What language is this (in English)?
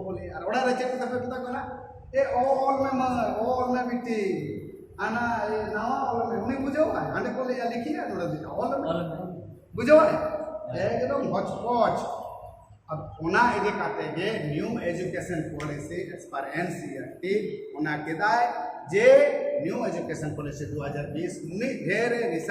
Santali